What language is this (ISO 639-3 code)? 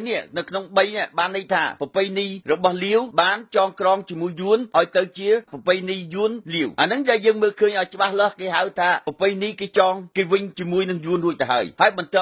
khm